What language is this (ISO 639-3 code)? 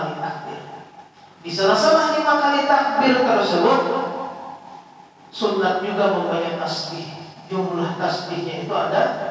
ind